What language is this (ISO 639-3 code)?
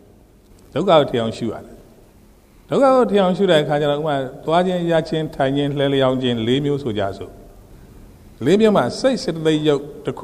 mya